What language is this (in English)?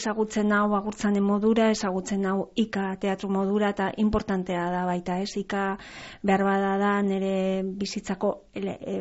Basque